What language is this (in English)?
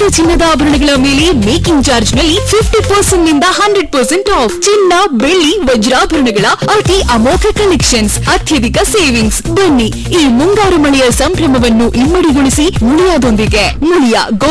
Kannada